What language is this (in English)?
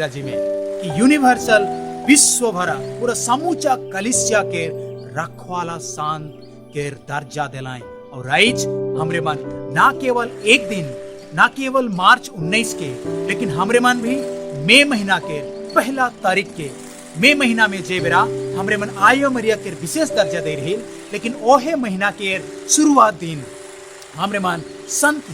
Sadri